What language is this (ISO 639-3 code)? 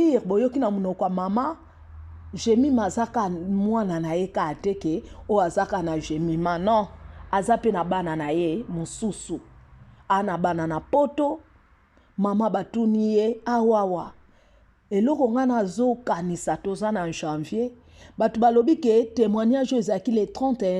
lin